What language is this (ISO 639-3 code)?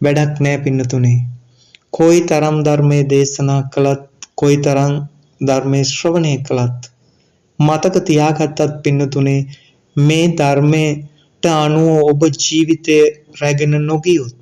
sin